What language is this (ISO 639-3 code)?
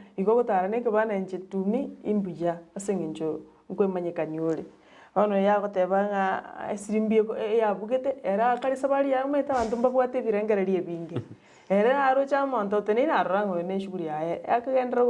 guz